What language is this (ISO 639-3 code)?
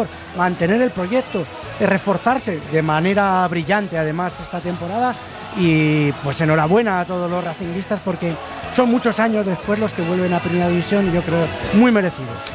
spa